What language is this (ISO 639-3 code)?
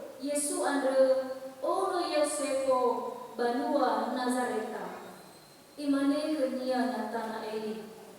nia